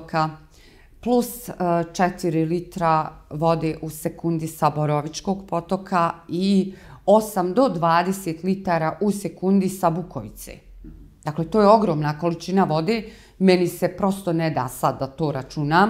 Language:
Bosnian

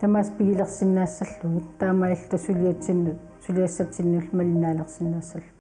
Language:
Kalaallisut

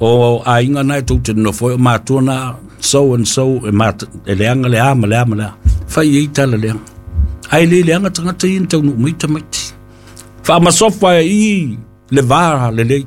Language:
Samoan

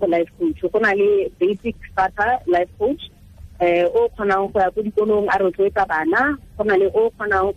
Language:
Tswana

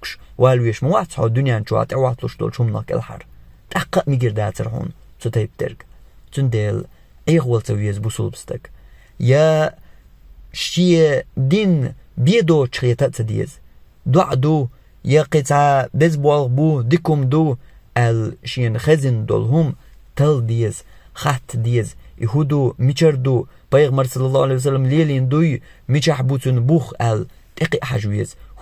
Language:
Chechen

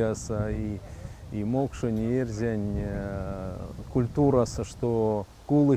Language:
Erzya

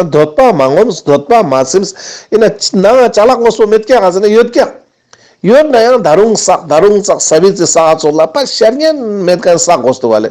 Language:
Ladakhi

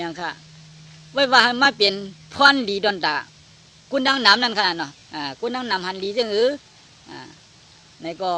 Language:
Shan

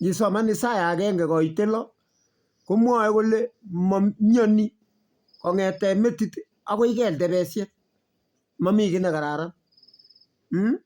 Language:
Kalenjin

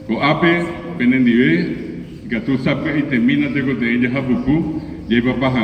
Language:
Guarani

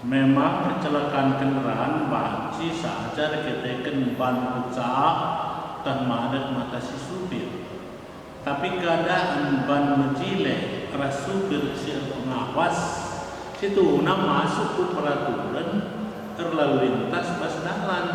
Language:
Batak Karo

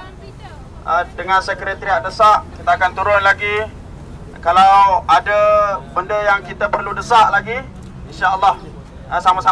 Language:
Malay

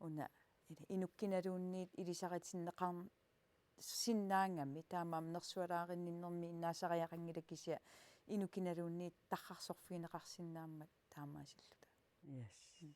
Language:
Kalaallisut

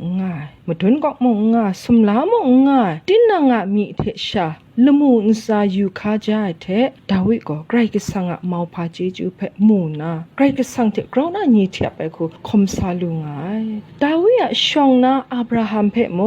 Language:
Kachin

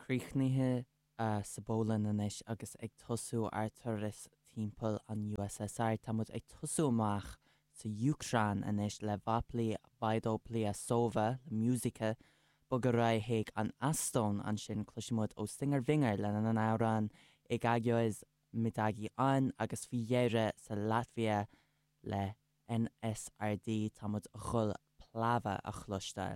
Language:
Irish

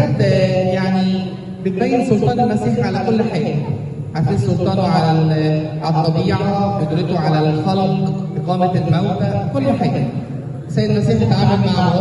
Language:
Egyptian Arabic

